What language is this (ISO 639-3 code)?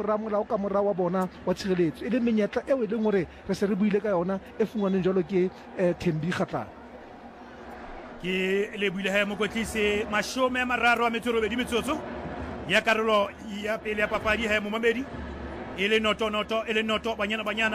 sot